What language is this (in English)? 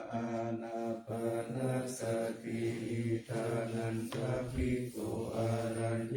Pali